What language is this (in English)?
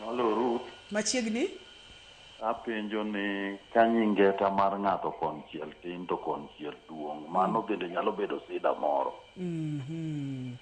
Luo (Kenya and Tanzania)